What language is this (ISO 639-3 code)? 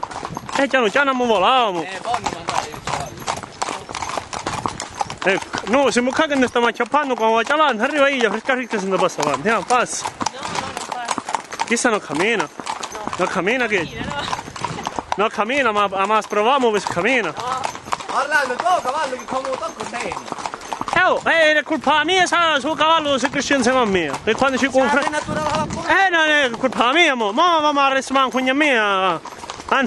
ita